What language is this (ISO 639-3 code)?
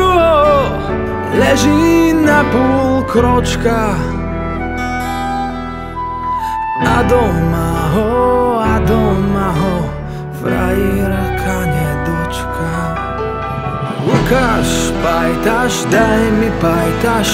slk